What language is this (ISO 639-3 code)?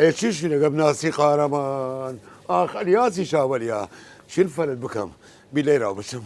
sdh